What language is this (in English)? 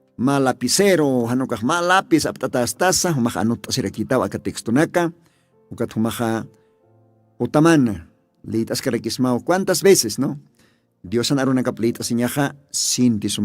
Aymara